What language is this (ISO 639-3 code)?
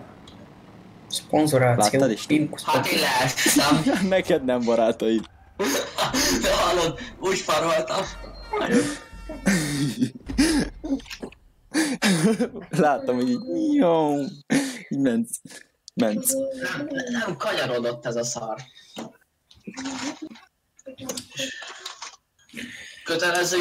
hun